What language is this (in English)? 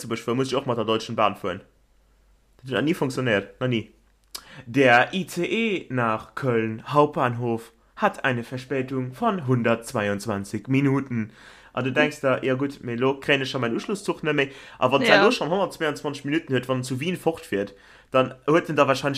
Luxembourgish